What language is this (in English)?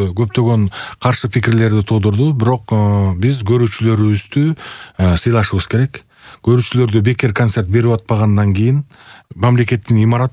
Kyrgyz